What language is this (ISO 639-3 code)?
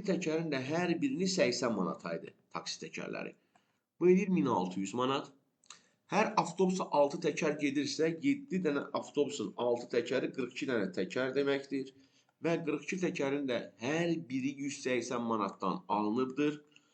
aze